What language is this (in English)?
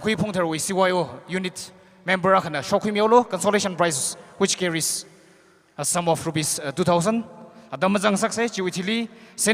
Tangkhul Naga (India)